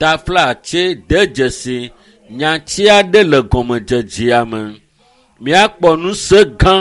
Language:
Ewe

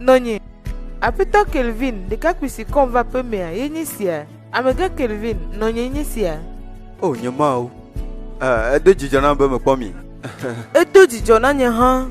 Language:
Ewe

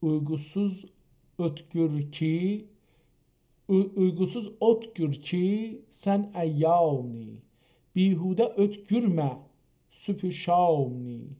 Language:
South Azerbaijani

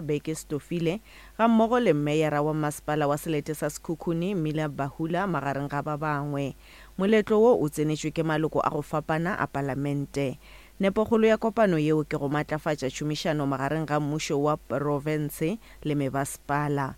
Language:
Northern Sotho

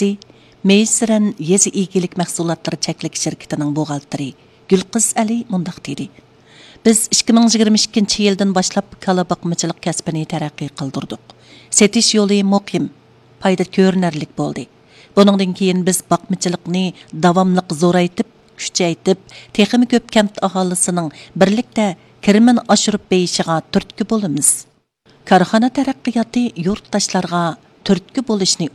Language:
Uyghur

